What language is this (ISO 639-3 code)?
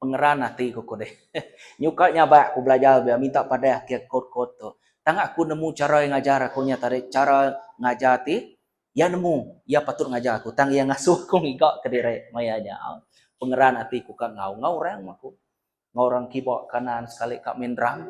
iba